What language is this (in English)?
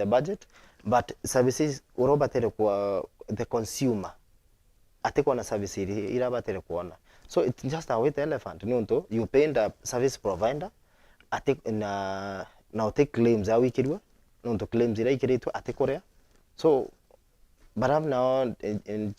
Meru